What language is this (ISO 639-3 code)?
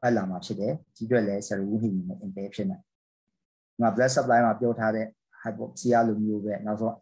mya